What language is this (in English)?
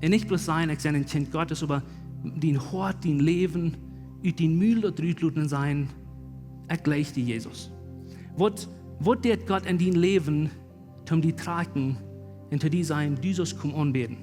Plautdietsch